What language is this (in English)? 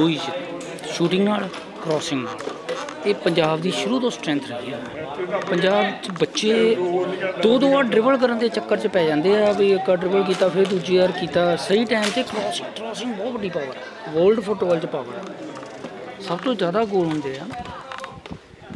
Punjabi